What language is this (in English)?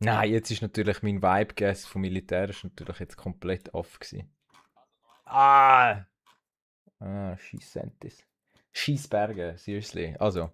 Swiss German